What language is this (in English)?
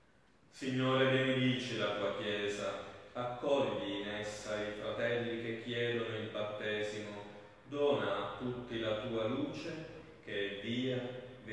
Italian